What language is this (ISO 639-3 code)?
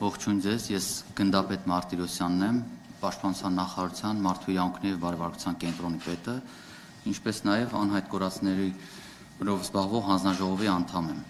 hye